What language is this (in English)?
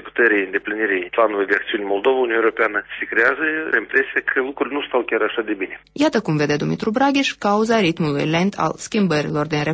Romanian